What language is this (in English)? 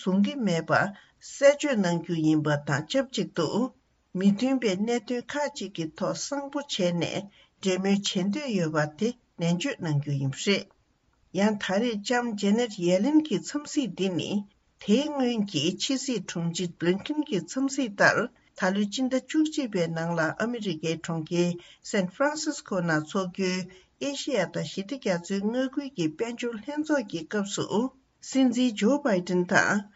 Tibetan